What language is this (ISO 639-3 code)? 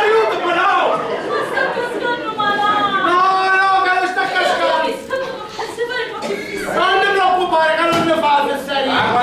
scn